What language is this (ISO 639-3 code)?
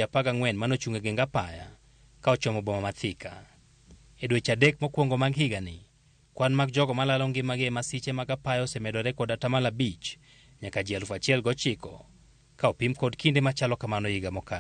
luo